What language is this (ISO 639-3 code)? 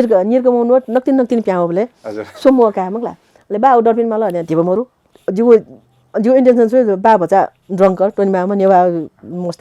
new